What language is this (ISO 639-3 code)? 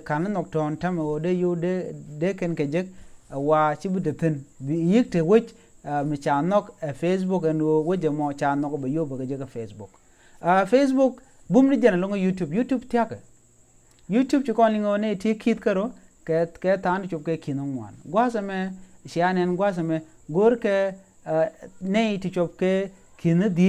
nus